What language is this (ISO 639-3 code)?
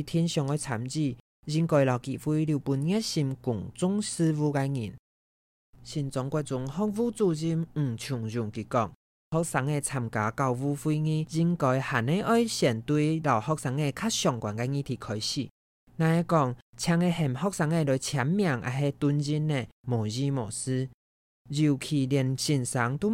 hak